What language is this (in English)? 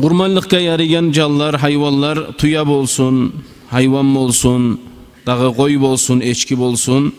Kumyk